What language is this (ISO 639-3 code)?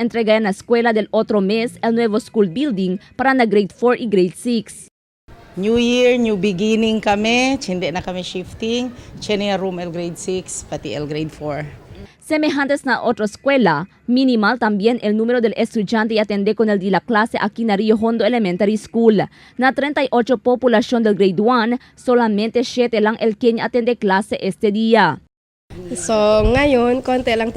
cbk